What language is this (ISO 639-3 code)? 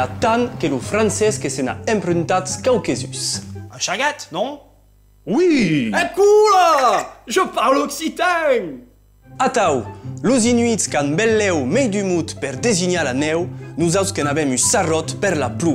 oci